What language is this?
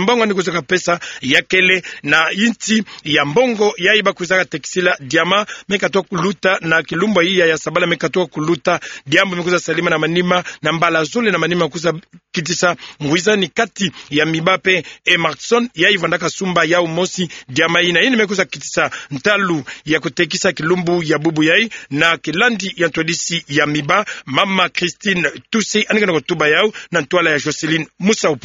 Kituba (Democratic Republic of Congo)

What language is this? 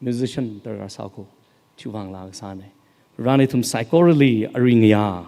Tangkhul Naga (India)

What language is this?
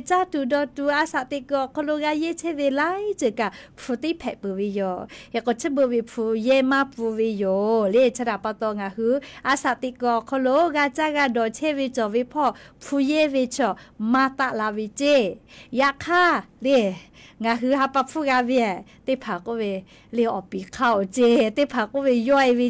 Lahu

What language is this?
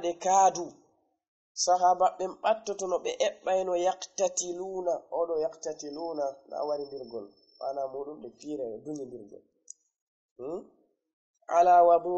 Fula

